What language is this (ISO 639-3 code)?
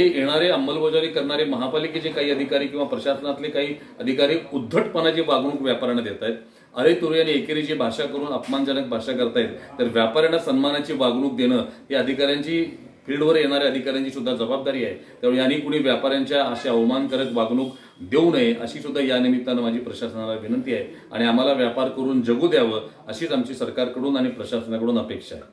mar